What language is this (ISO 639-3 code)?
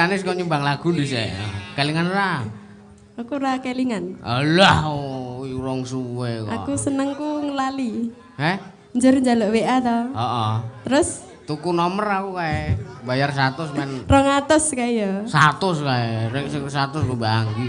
jav